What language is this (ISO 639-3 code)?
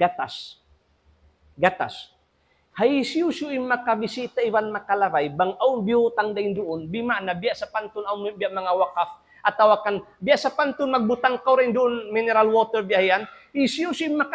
tsg